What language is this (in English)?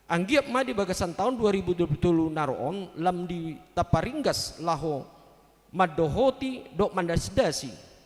Batak Toba